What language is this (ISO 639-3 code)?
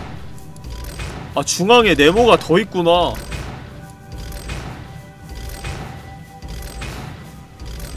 kor